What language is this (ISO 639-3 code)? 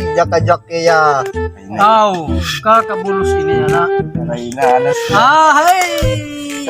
war